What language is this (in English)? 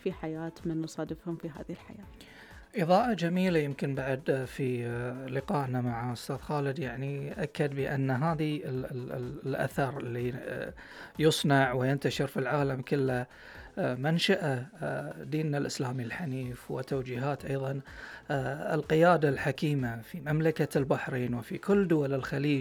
Gulf Arabic